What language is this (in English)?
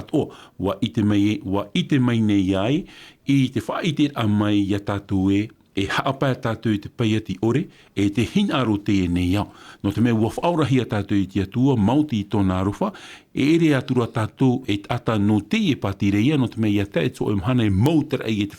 Tahitian